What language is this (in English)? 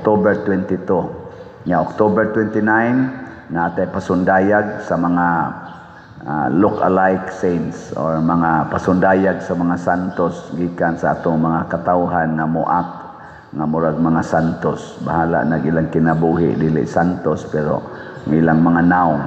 Cebuano